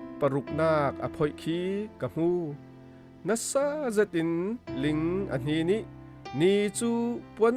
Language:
Falam Chin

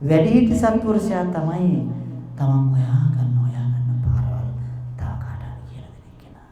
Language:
Sinhala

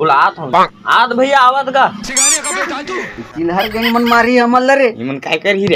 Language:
Chhattisgarhi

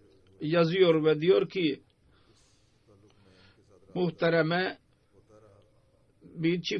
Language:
Turkish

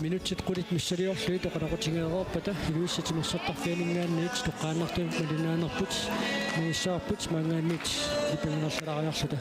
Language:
Kalaallisut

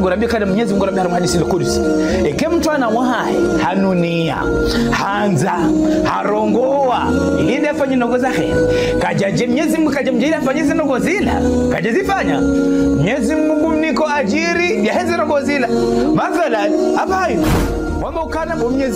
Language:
Ngazidja Comorian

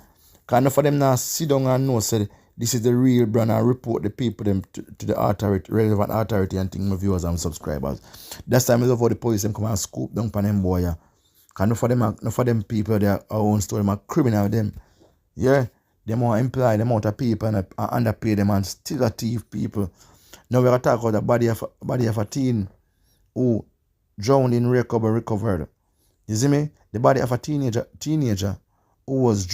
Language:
Jamaican Creole English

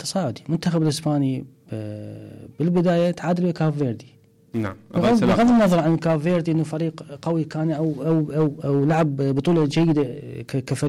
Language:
Mesopotamian Arabic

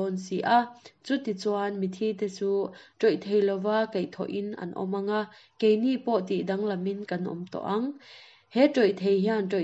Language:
Mizo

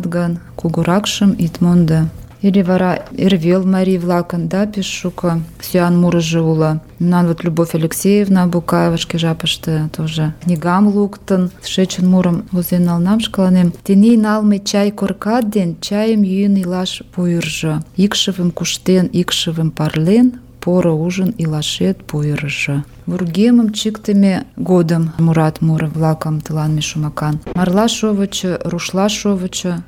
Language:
Mari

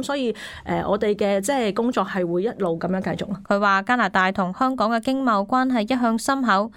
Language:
Cantonese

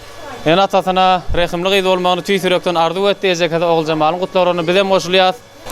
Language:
Turkmen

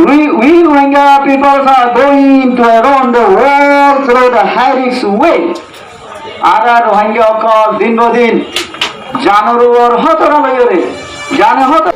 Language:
Rohingya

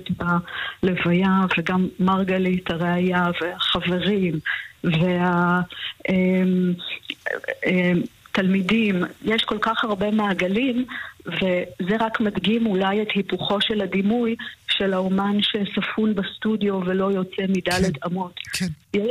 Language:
Hebrew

